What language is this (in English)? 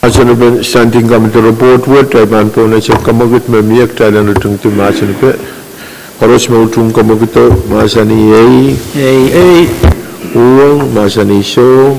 Pohnpeian